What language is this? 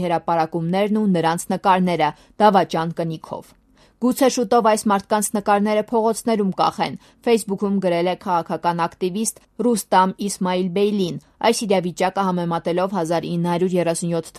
Armenian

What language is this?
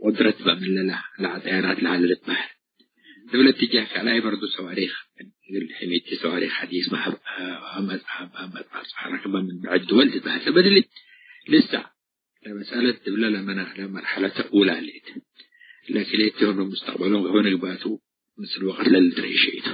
Tigre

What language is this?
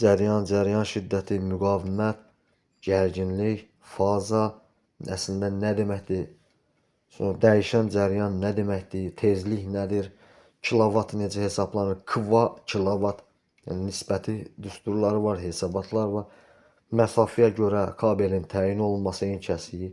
Azerbaijani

